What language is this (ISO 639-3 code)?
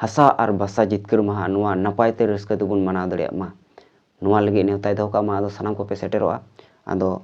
sat